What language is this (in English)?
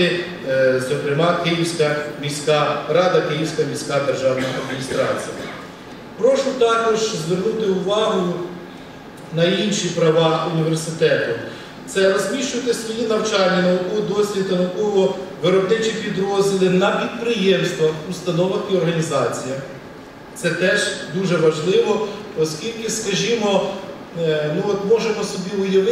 Ukrainian